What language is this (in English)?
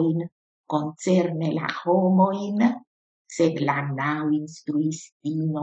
Esperanto